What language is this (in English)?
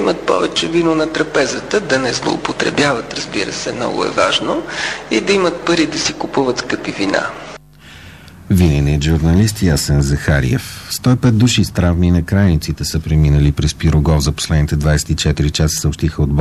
Bulgarian